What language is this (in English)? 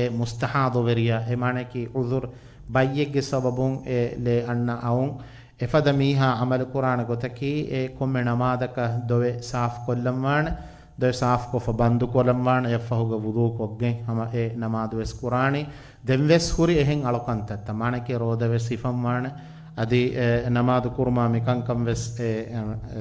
Divehi